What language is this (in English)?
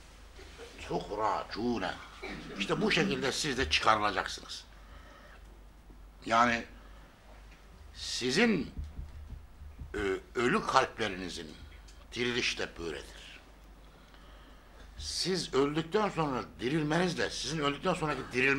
Turkish